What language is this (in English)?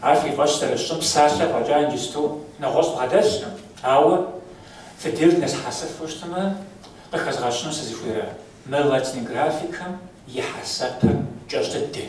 Kabardian